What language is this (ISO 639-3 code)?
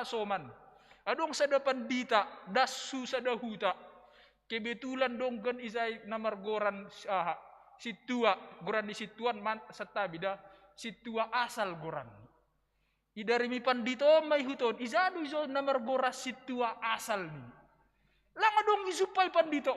bts